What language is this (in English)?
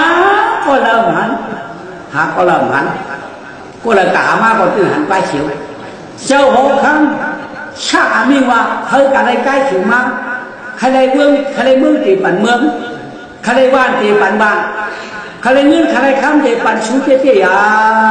Shan